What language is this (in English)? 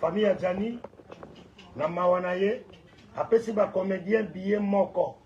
Lingala